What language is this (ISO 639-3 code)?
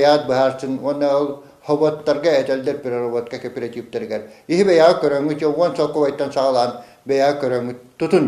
sah